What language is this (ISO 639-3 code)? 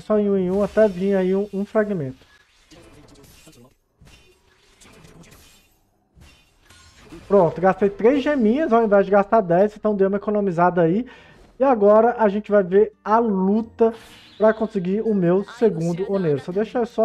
por